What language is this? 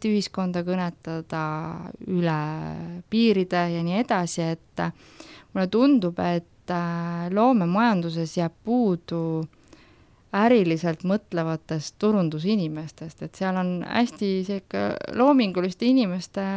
Estonian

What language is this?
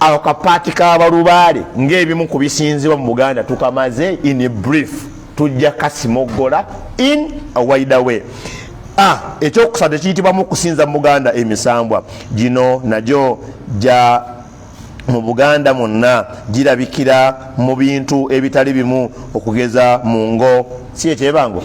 Ganda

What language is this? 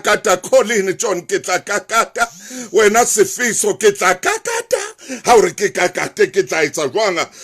Southern Sotho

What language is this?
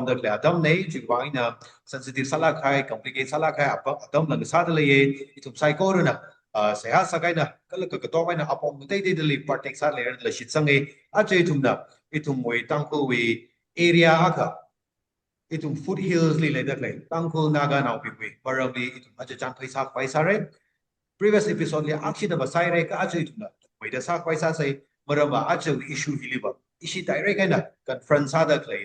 Tangkhul Naga (India)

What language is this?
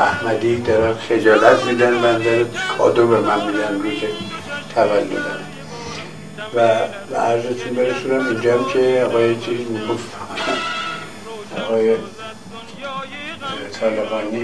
Persian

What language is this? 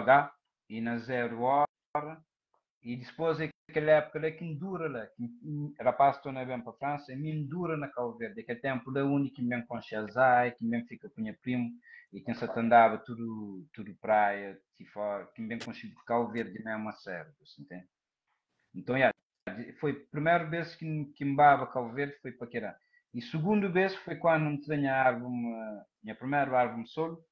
Kabuverdianu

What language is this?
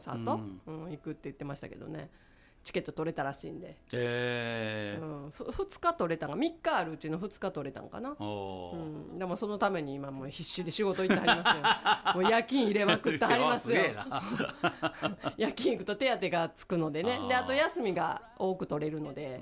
Japanese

